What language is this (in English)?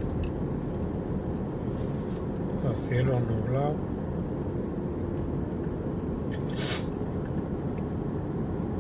Spanish